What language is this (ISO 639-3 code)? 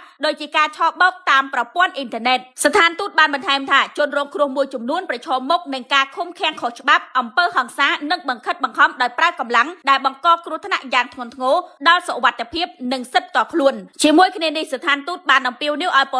khm